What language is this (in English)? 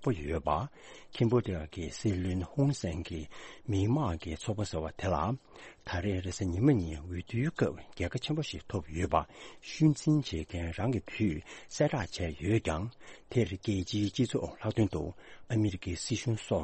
Tibetan